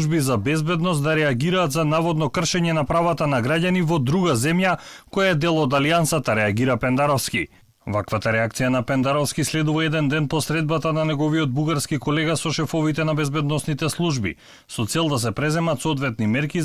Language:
Macedonian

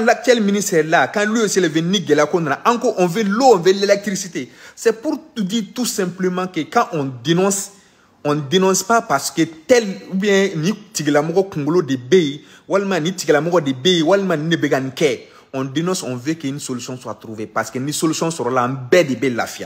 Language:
Bambara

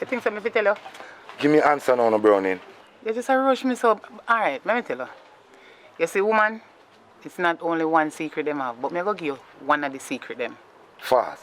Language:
Jamaican Creole English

